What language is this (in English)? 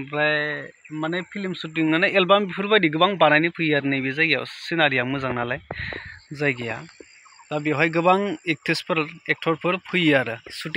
Bodo